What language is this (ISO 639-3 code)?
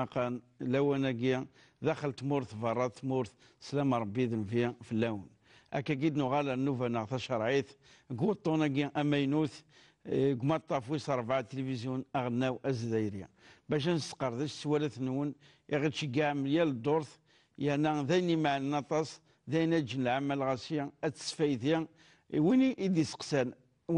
kab